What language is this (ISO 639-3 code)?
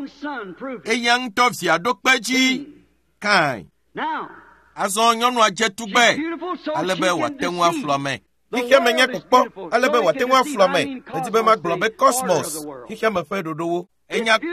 ewe